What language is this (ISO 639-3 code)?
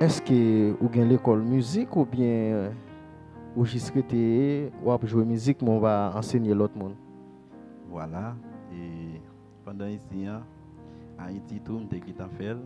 hat